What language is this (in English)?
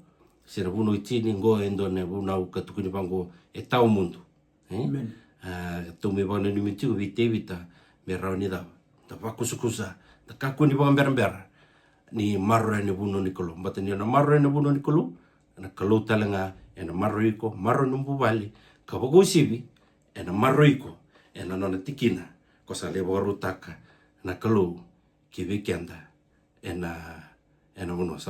Fijian